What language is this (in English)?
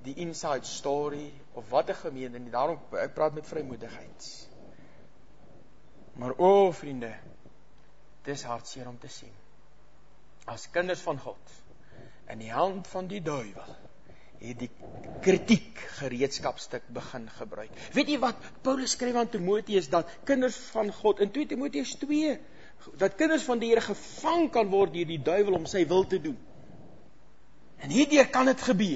Afrikaans